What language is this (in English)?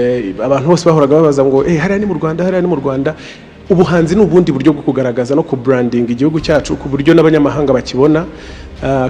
Kinyarwanda